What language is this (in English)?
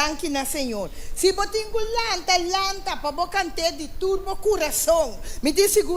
Papiamento